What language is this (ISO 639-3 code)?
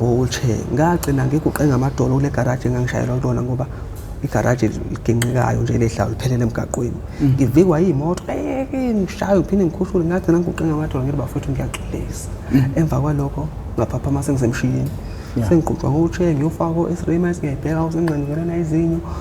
zul